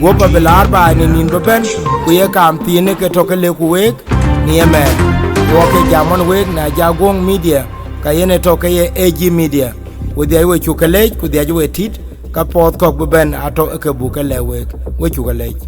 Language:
Dinka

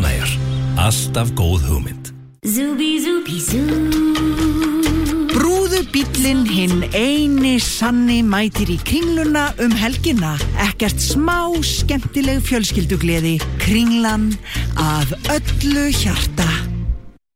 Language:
Icelandic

